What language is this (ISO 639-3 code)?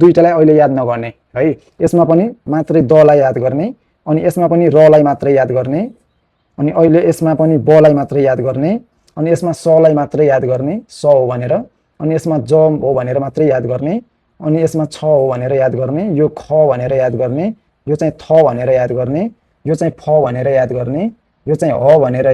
nep